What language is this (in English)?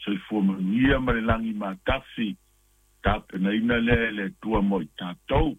Samoan